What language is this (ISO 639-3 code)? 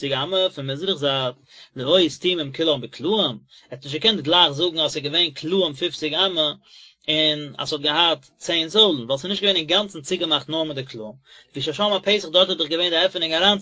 yid